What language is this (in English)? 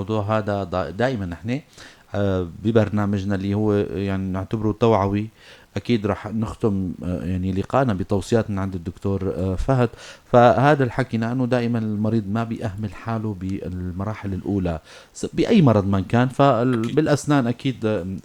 North Levantine Arabic